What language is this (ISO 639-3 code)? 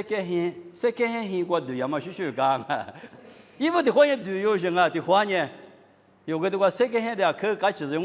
lis